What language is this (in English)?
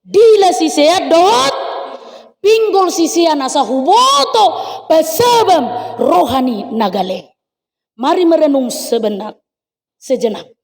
Batak Toba